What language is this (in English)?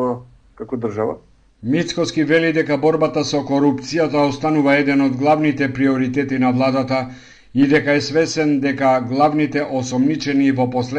Macedonian